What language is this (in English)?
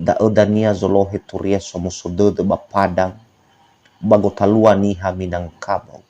Nias